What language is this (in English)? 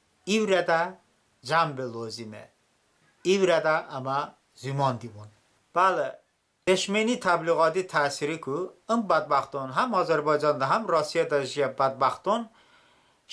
Talysh